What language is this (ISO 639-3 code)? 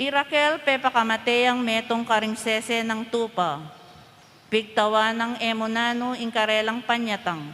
pam